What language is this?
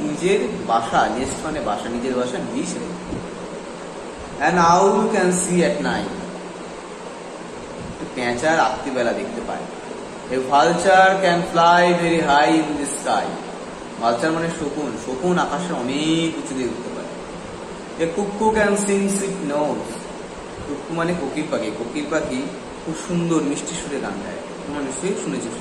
Bangla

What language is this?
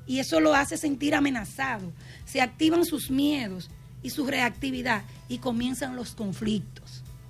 Spanish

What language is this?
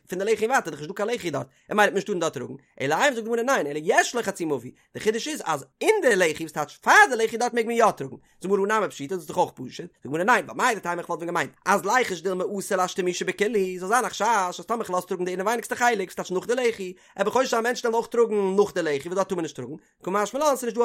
Yiddish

